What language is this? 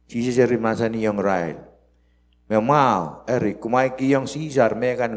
Pohnpeian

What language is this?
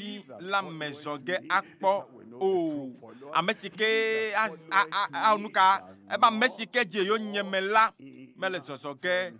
Ewe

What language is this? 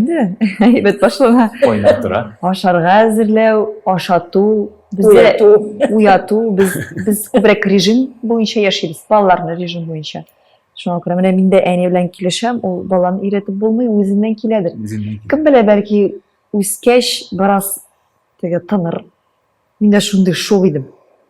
Tatar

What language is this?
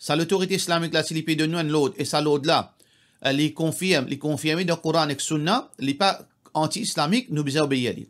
Morisyen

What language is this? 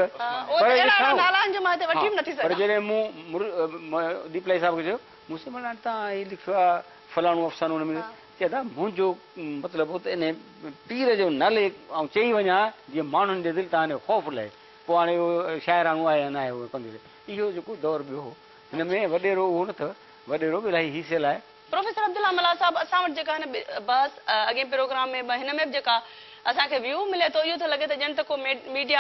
Sindhi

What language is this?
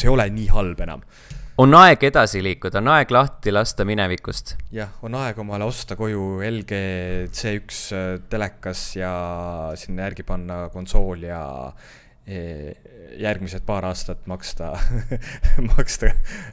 Estonian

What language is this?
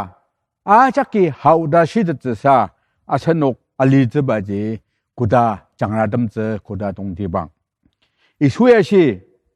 Ao Naga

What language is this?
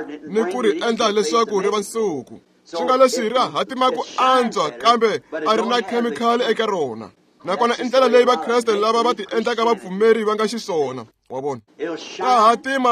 Tsonga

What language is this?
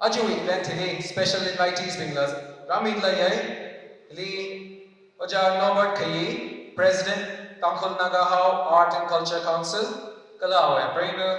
Tangkhul Naga (India)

